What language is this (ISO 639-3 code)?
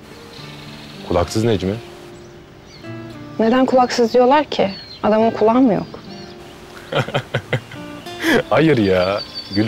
tur